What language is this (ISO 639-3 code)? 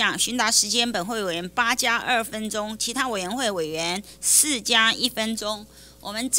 zho